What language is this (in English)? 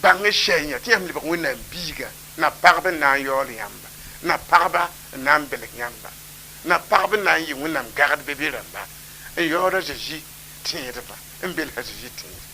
Mossi